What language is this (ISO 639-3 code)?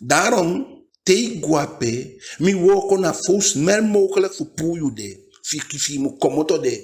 djk